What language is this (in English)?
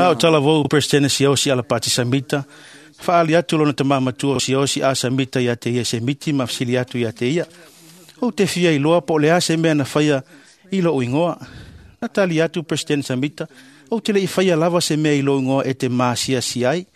Samoan